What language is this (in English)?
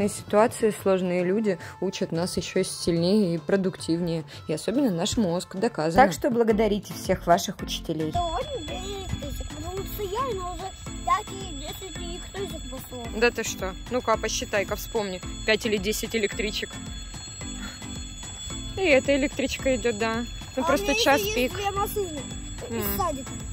Russian